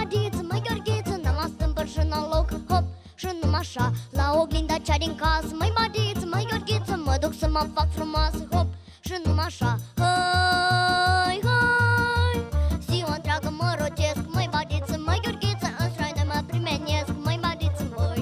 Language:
Romanian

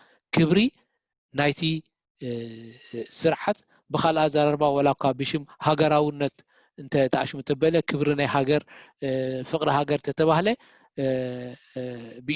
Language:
Tigrinya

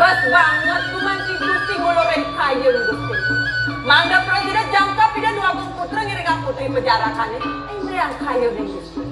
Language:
Balinese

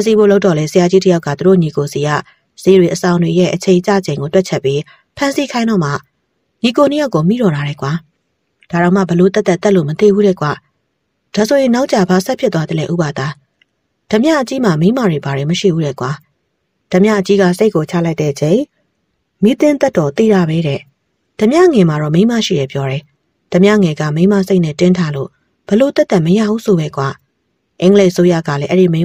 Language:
Burmese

